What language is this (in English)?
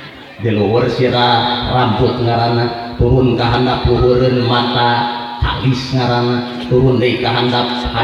Sundanese